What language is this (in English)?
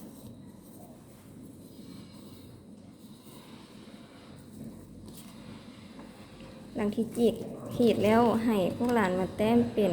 Lao